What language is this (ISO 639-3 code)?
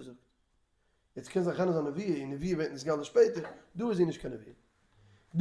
yid